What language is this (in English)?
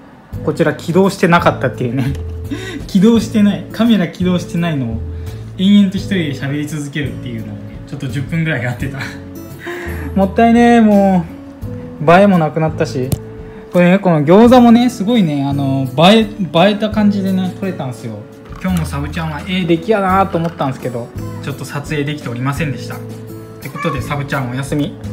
Japanese